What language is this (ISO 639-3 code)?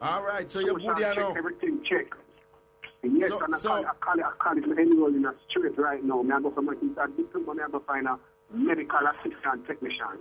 jam